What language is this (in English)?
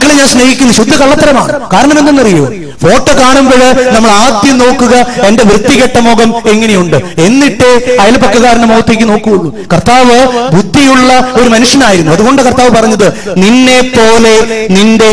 Malayalam